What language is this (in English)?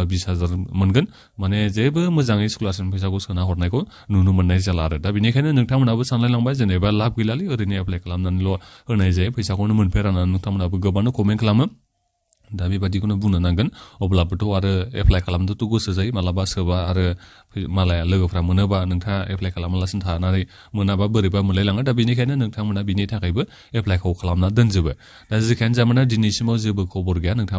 Bodo